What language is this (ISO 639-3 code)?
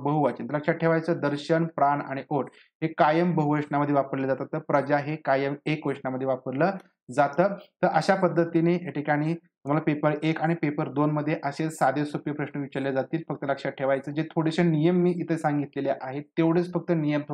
mar